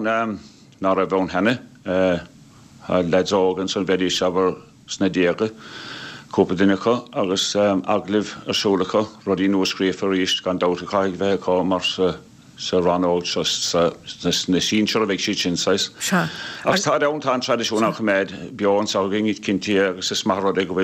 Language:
Irish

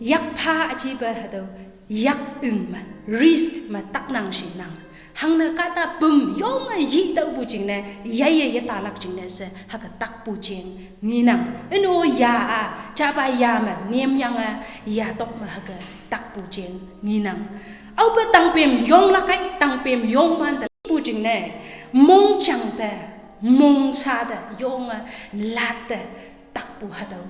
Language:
Konyak Naga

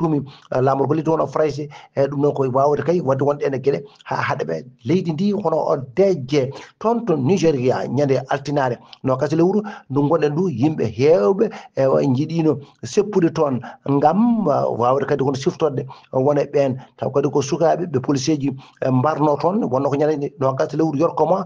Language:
Fula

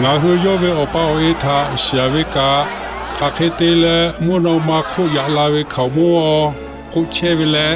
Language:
Lahu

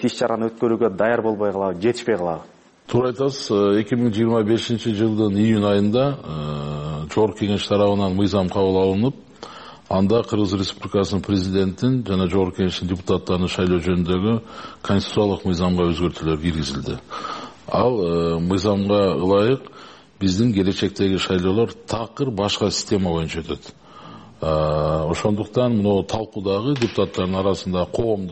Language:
Kyrgyz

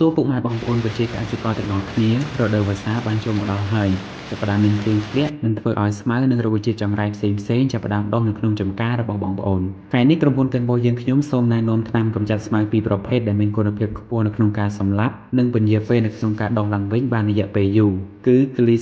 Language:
Khmer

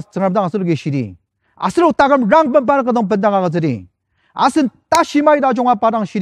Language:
Ao Naga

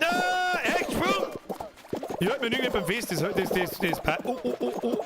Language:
Bavarian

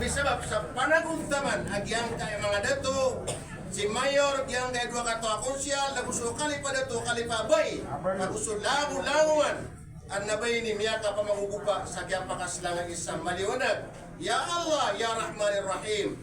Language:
Maranao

